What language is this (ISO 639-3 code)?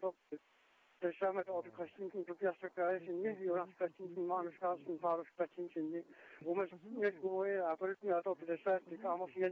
kal